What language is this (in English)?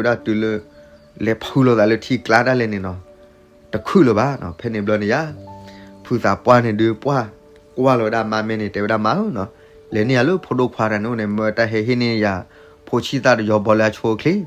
S'gaw Karen